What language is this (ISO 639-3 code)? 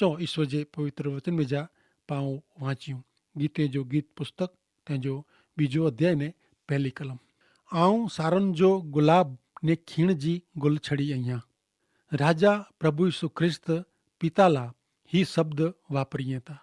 kfr